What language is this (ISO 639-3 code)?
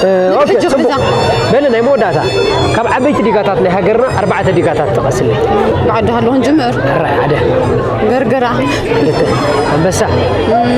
tir